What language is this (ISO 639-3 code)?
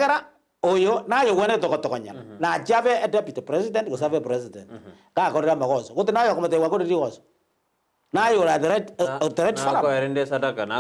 guz